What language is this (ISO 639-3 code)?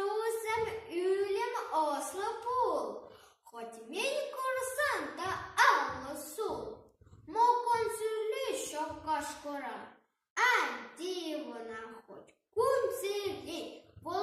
chv